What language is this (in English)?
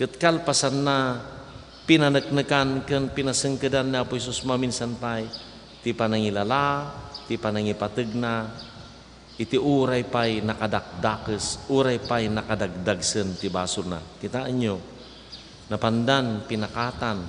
Iloko